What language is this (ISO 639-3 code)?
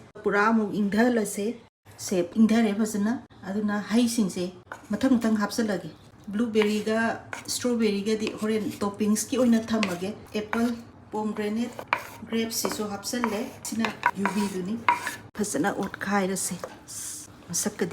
mni